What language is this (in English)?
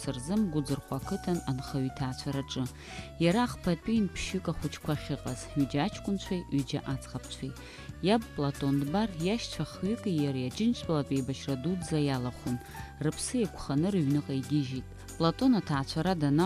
Abkhazian